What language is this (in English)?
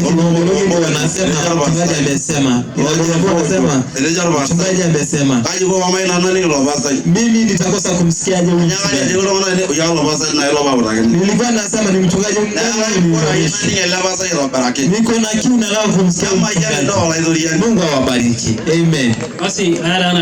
Masai